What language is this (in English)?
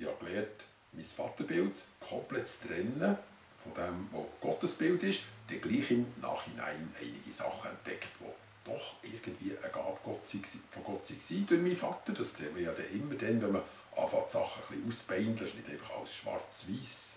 Swiss German